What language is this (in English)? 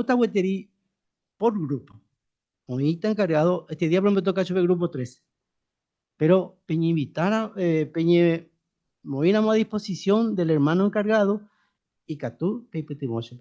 Guarani